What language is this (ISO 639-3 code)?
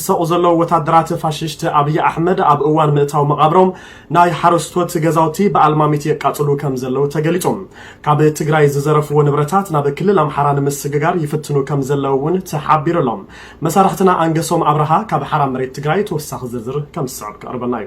tir